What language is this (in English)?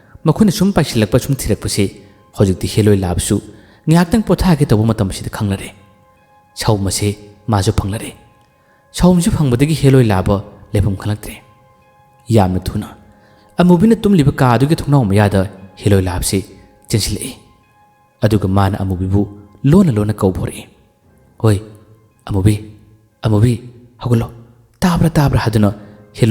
Manipuri